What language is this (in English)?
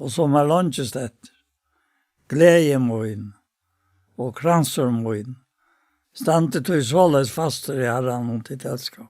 Faroese